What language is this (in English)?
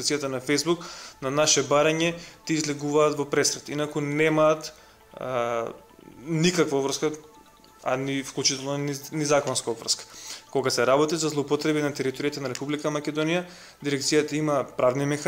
Macedonian